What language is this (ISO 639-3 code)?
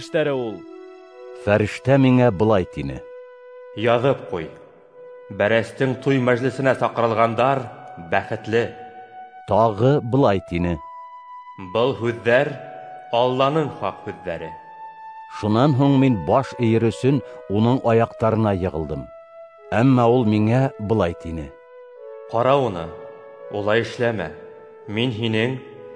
bak